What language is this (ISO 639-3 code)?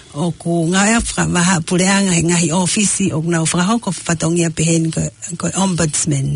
ton